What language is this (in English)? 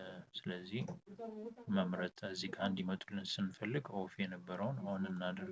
Amharic